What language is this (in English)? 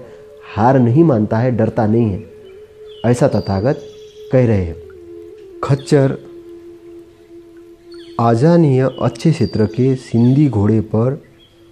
Hindi